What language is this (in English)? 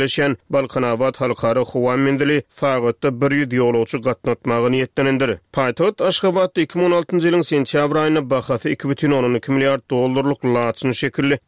Turkmen